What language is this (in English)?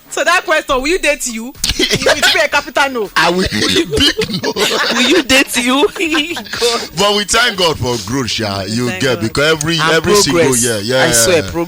Nigerian Pidgin